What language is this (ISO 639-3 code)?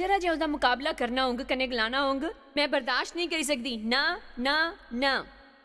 doi